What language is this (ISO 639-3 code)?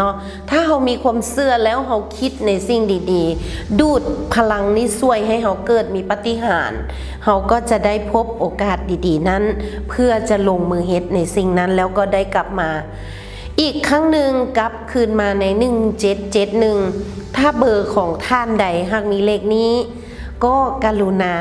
lao